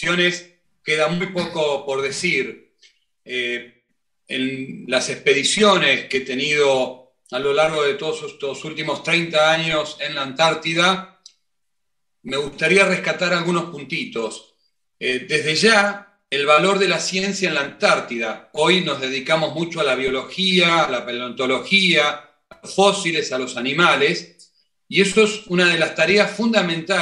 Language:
Spanish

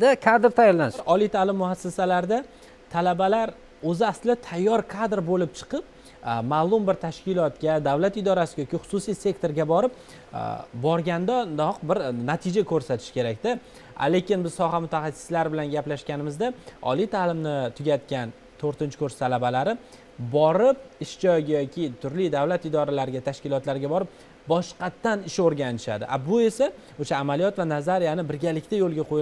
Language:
Uzbek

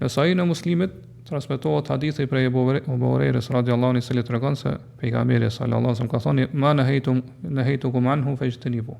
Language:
Albanian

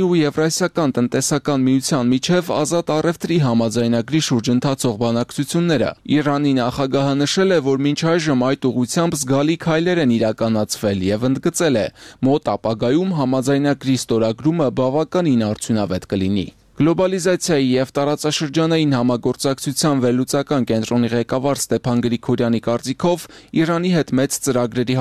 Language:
Armenian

